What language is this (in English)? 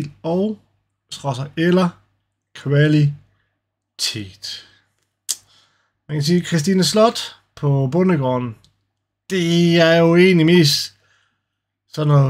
Danish